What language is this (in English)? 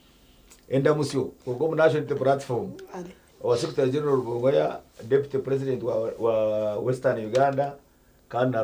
Nyankole